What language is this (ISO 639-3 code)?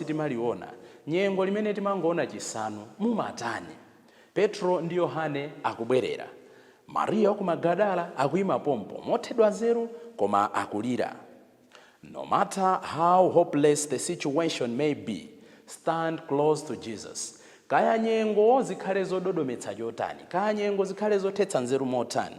nya